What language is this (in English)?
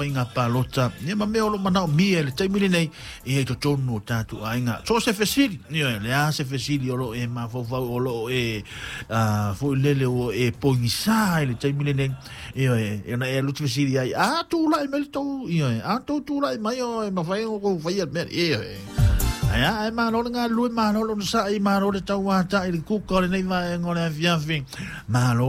Samoan